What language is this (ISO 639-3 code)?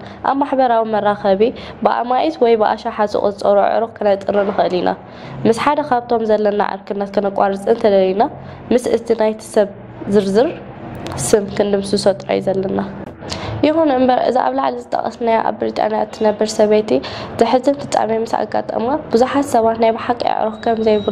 tir